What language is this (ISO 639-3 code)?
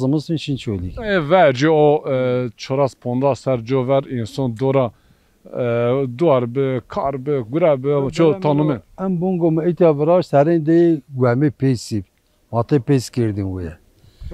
zza